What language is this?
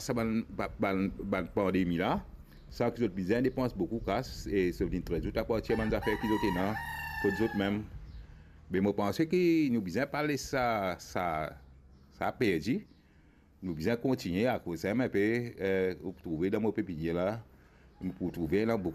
Morisyen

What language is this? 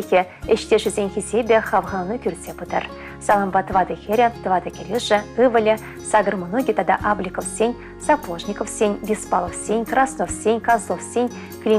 Chuvash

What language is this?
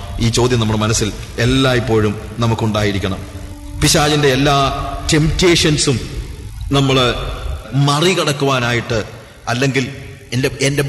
Malayalam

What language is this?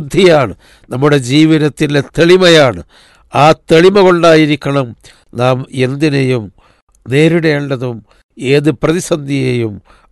Malayalam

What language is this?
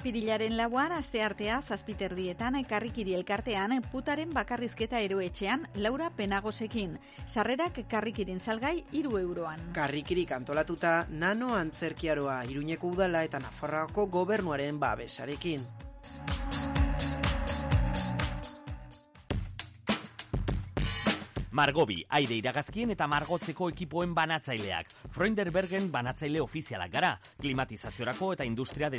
Basque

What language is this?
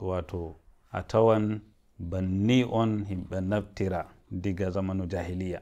Nigerian Fulfulde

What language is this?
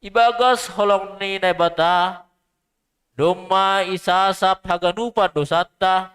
Batak Simalungun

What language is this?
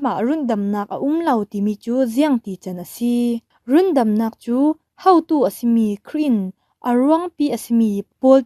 Falam Chin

